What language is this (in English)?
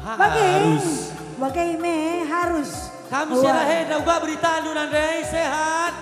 Batak Karo